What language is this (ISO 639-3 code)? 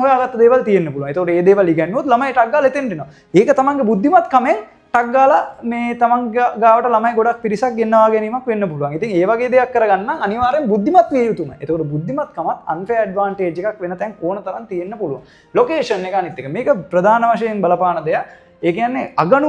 sin